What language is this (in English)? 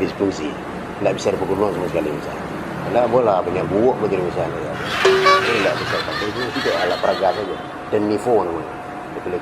Minangkabau